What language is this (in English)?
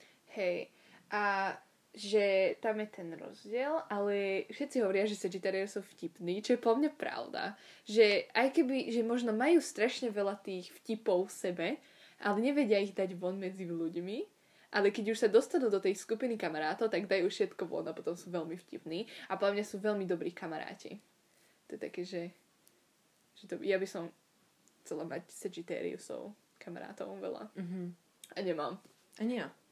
Slovak